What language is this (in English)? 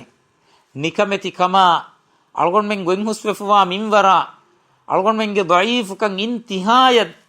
Divehi